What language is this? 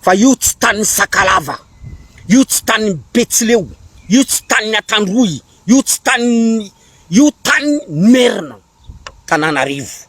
Malagasy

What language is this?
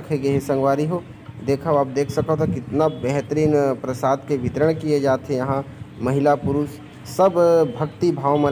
Chhattisgarhi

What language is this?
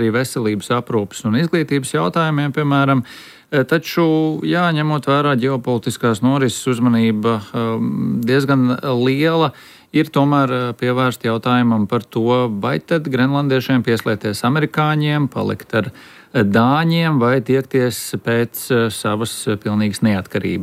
Latvian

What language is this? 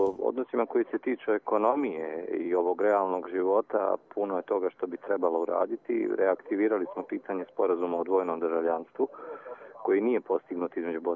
Croatian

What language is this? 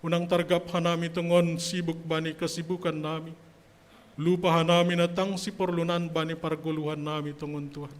Batak Simalungun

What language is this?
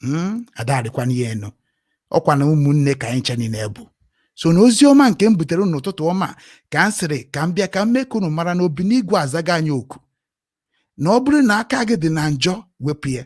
Igbo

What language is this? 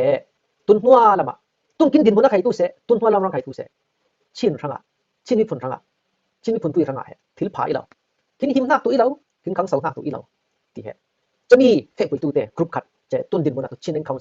Falam Chin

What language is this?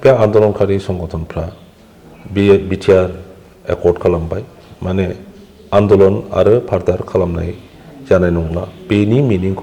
Bodo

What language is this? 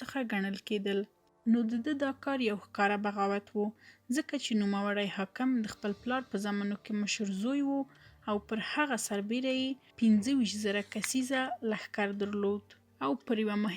Pashto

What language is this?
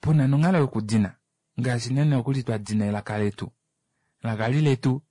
Kuanyama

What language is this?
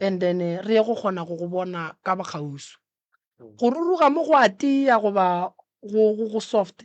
Northern Sotho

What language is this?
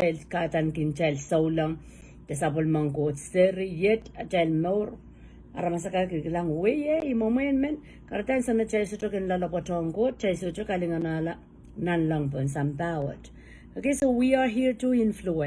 Pohnpeian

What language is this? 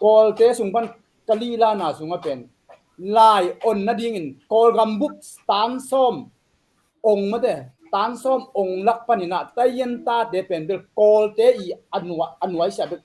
Tedim Chin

